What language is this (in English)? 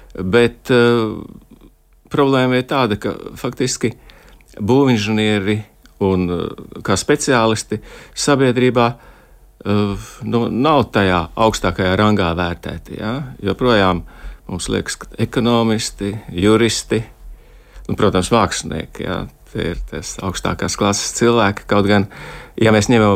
Latvian